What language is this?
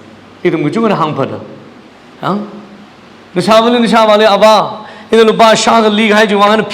Tangkhul Naga (India)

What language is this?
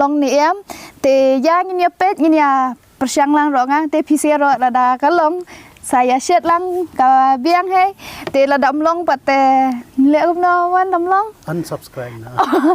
Khasi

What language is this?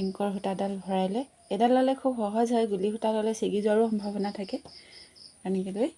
Assamese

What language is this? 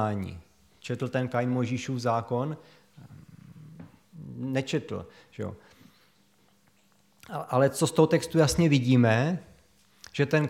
Czech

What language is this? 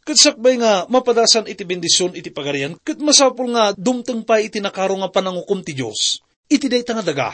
Iloko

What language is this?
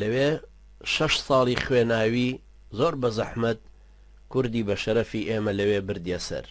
Central Kurdish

